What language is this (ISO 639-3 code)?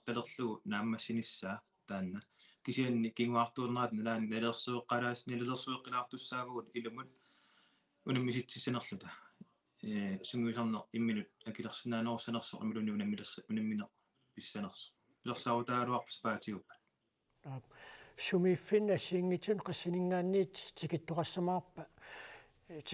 kal